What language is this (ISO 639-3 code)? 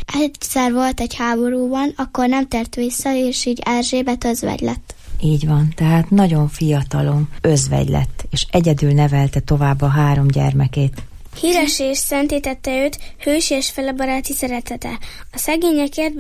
hun